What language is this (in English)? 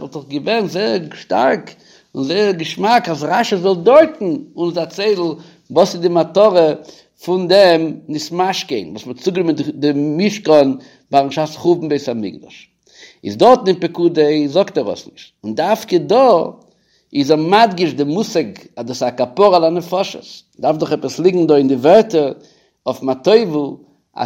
Yiddish